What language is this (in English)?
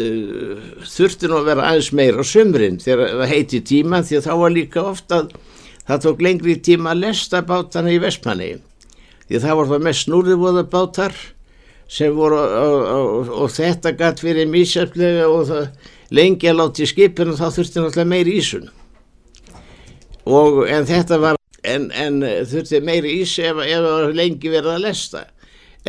Icelandic